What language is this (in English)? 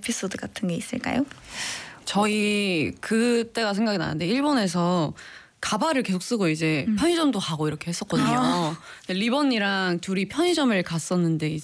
Korean